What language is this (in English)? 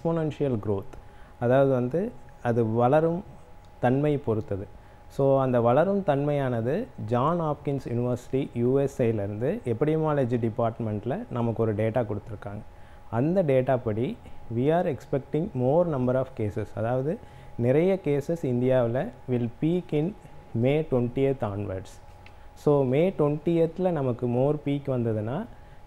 Tamil